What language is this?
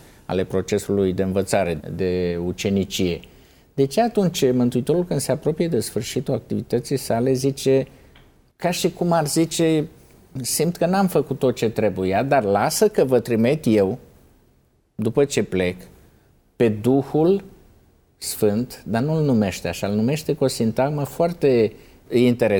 Romanian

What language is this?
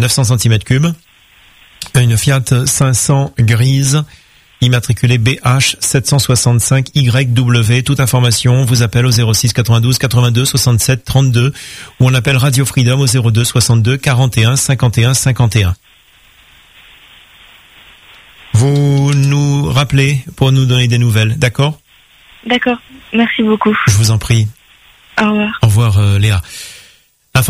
French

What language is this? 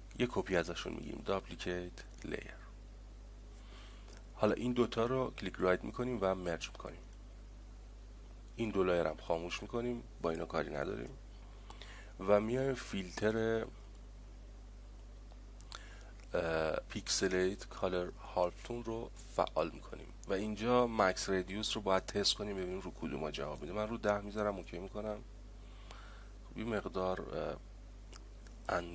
Persian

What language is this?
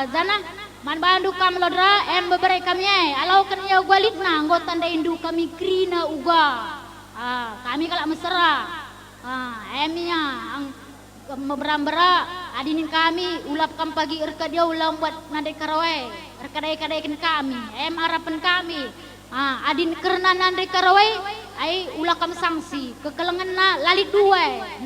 Batak Karo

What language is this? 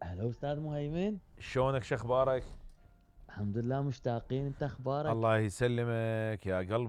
Mesopotamian Arabic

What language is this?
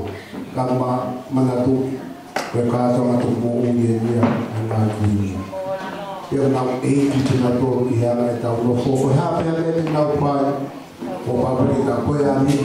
Tongan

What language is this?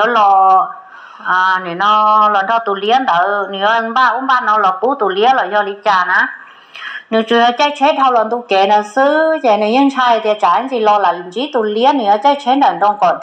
Hmong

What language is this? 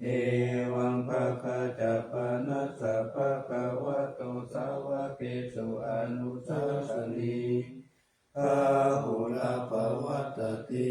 Pali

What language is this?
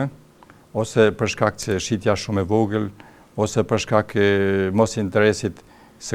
Albanian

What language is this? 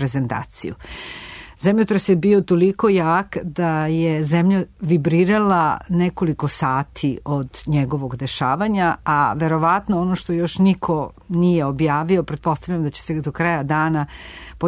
Serbian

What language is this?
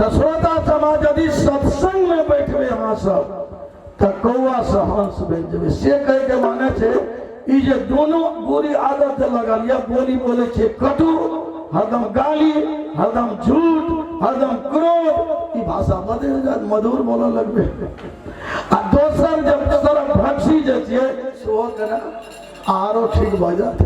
Maithili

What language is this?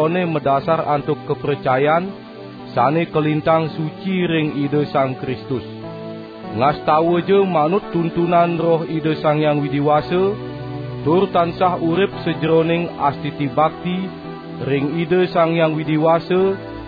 Balinese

